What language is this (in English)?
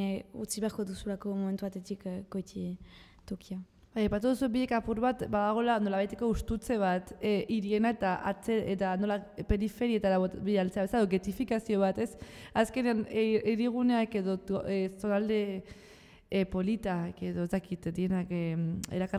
Basque